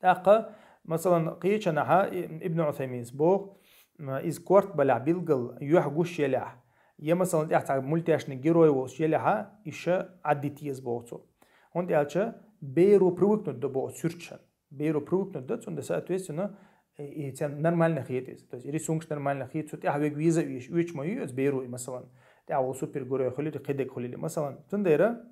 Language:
Chechen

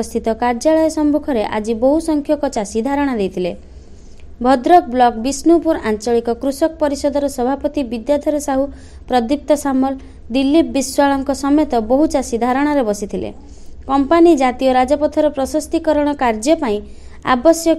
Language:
Odia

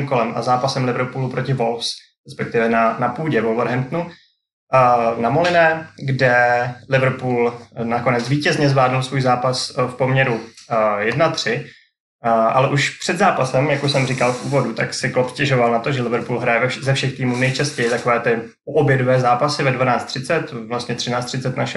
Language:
Czech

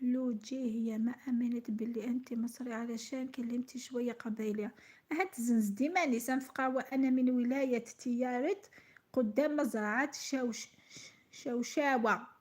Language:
Algerian Arabic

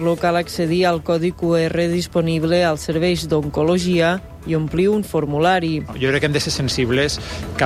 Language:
Catalan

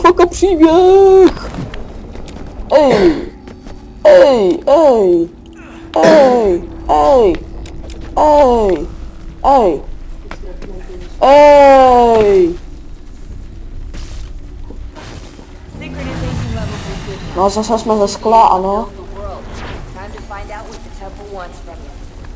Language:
Czech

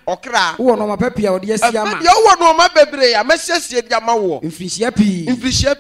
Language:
Akan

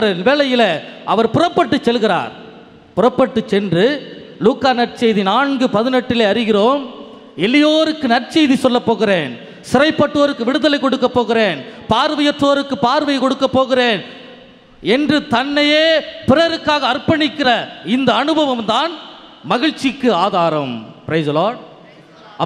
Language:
Tamil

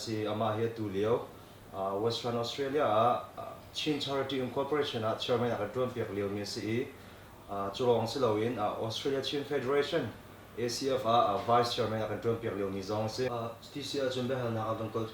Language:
Hakha Chin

